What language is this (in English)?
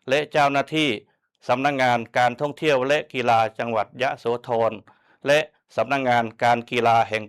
Lao